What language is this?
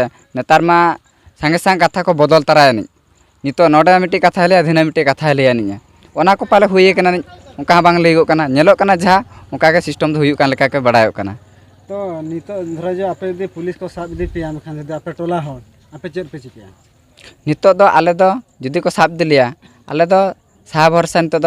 Santali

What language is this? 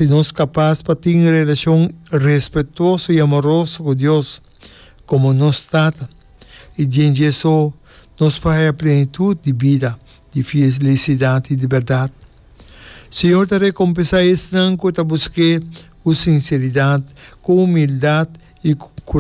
Papiamento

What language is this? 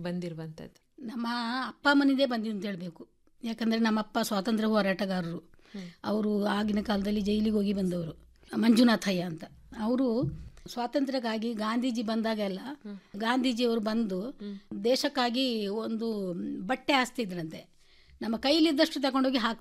Kannada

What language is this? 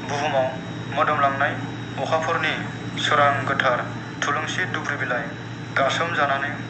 Bodo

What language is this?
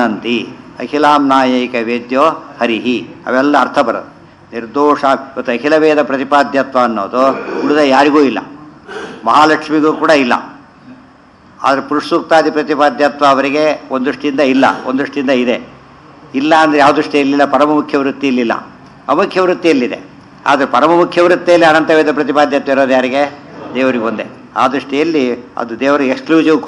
Kannada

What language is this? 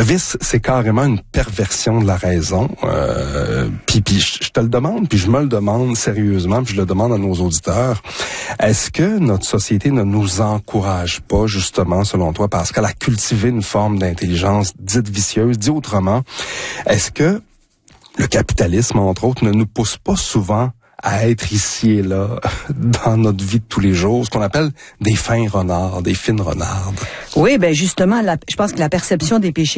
French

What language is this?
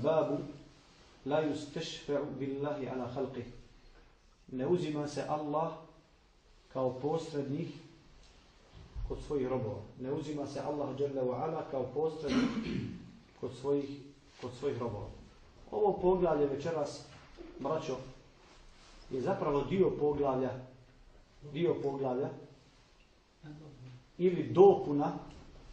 Bosnian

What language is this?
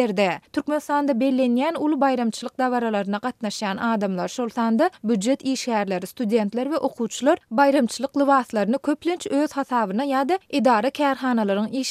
Turkmen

